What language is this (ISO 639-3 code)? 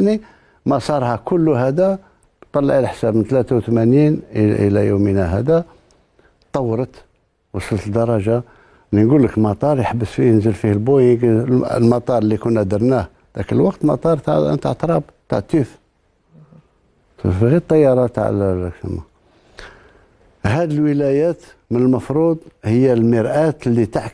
arq